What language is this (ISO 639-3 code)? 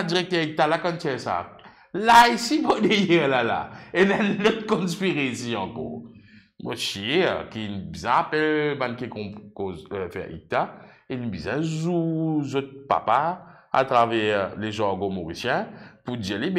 mfe